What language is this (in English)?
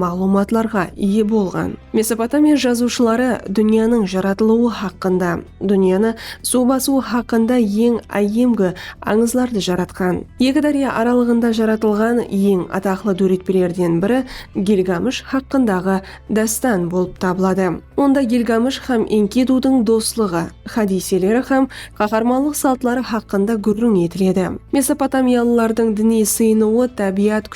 Kara-Kalpak